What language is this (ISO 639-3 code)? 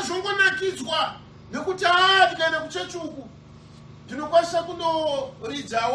sna